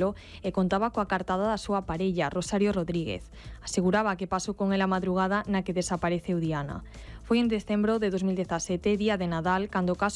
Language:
Galician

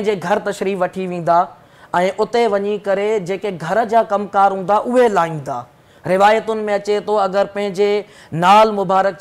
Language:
Sindhi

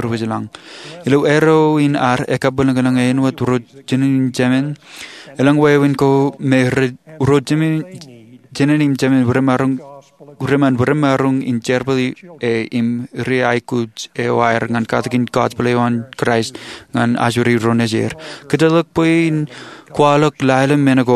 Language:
Marshallese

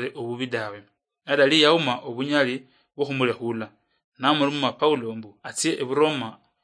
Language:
Luyia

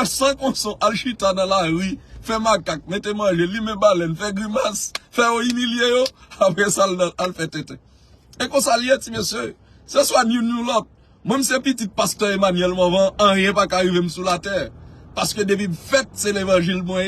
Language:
Haitian Creole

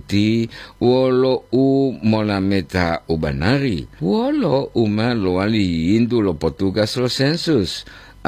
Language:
Gorontalo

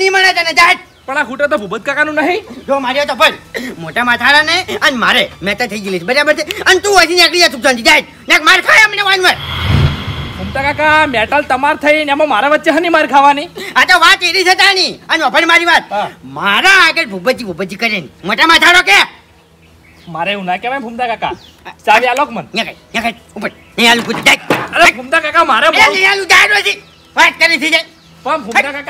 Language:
Gujarati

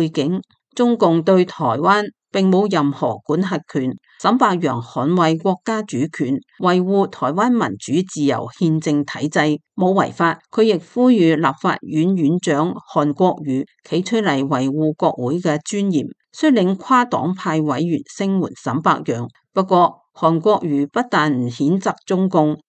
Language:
Cantonese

